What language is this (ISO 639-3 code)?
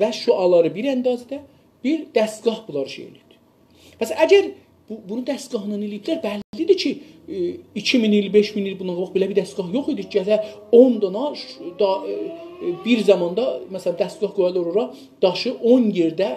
azb